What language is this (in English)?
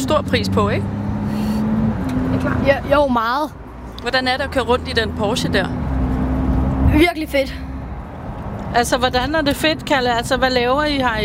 Danish